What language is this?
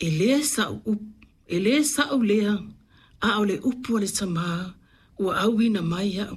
Samoan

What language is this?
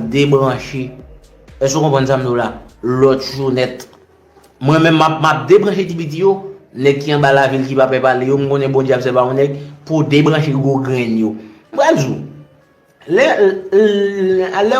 Haitian Creole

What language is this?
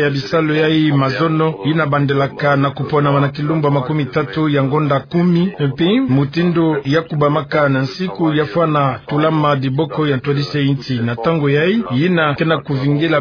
Kituba (Democratic Republic of Congo)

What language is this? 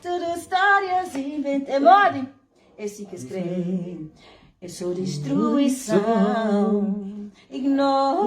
Kabuverdianu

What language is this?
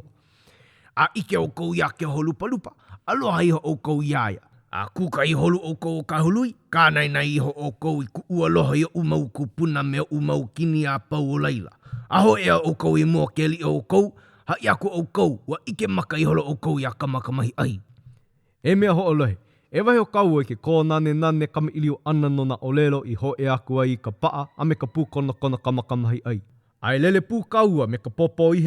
Hawaiian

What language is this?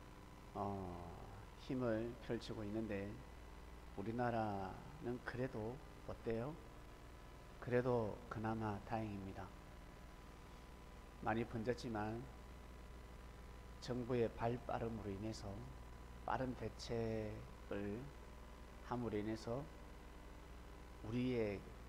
Korean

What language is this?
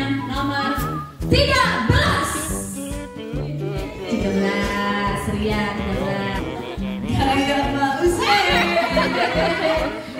Indonesian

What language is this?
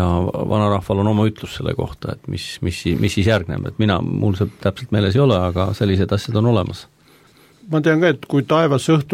Estonian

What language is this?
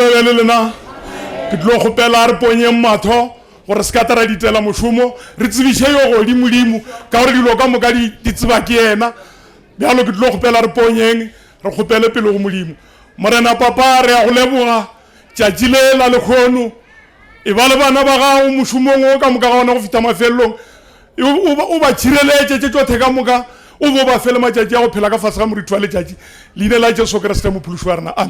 Northern Sotho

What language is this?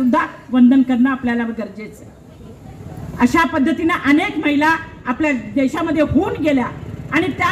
Marathi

